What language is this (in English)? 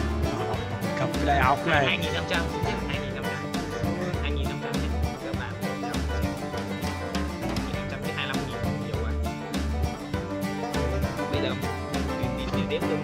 Vietnamese